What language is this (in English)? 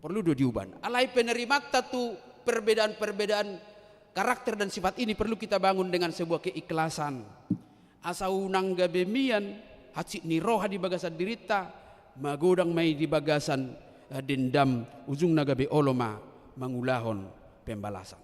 Batak Toba